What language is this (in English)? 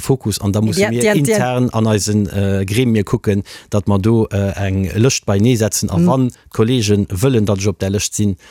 Luxembourgish